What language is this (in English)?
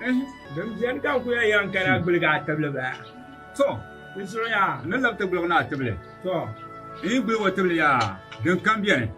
Dagbani